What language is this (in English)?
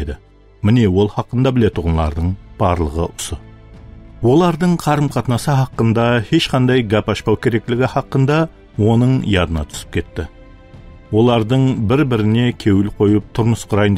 Kara-Kalpak